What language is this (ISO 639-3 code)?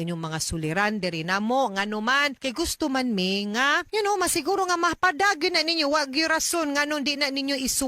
ceb